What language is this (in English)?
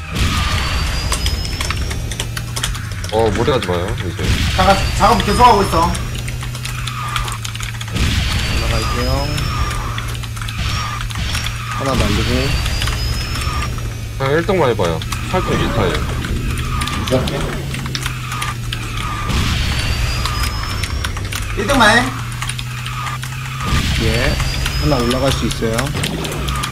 Korean